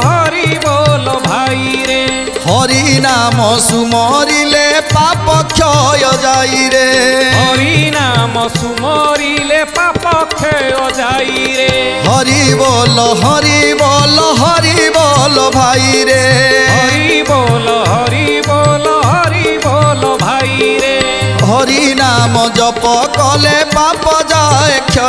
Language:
Odia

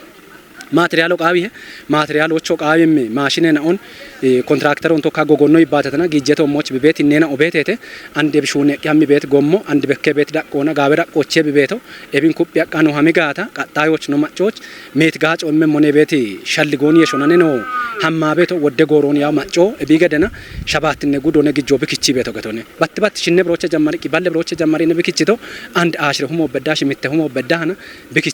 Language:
Kafa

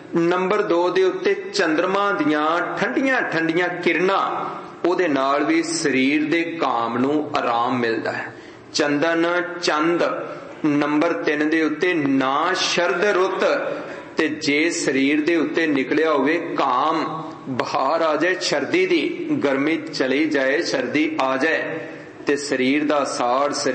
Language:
Punjabi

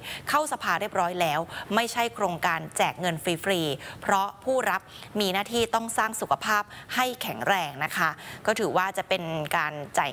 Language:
Thai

